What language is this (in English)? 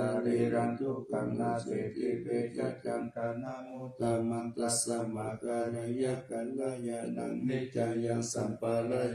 Pali